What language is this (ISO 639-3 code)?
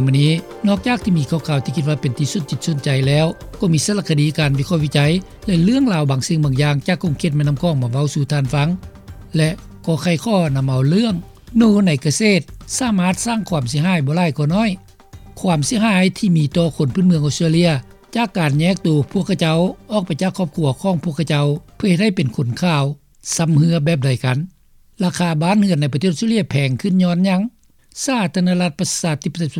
lao